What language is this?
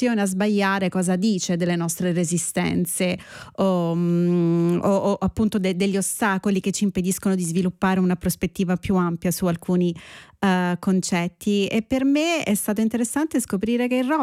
Italian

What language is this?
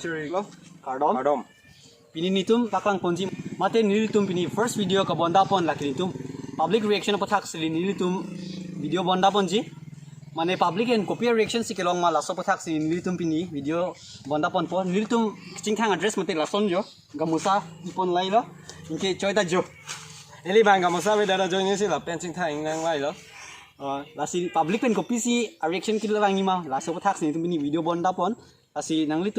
Karbi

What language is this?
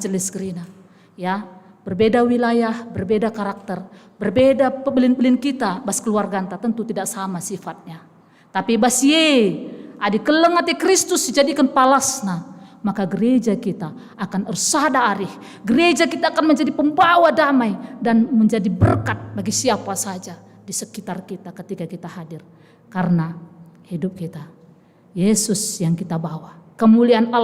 Batak Karo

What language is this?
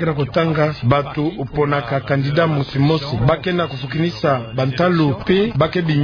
Kituba (Democratic Republic of Congo)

